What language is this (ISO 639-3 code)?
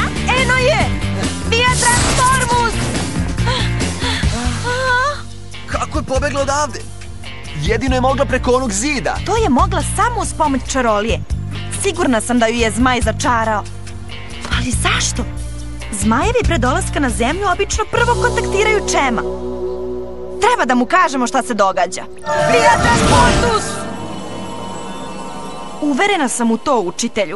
srp